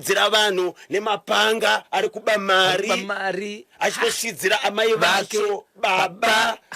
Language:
Shona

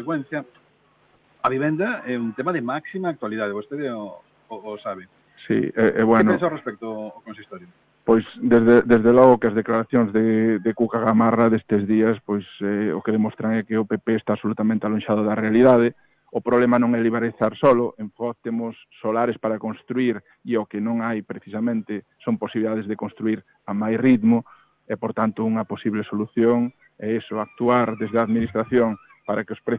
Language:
Galician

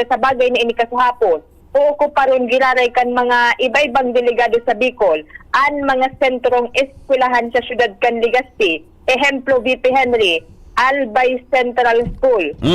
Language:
Bikol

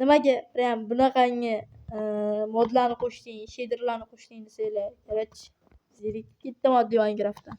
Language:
Uzbek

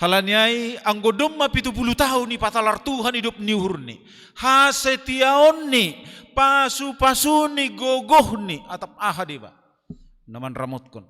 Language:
Batak Simalungun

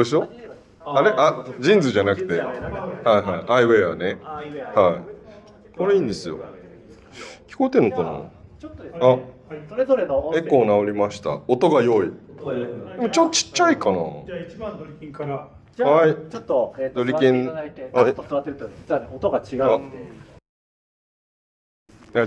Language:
Japanese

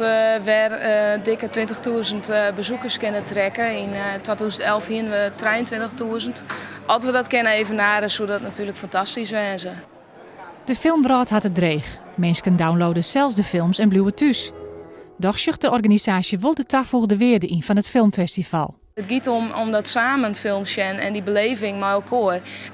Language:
Western Frisian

